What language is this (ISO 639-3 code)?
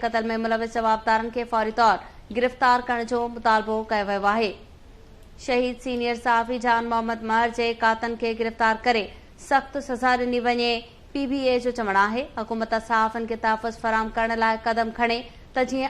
snd